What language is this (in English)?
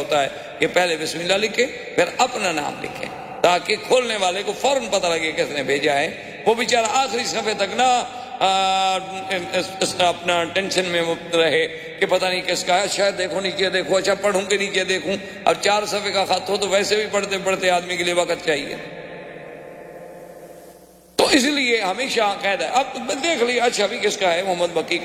Urdu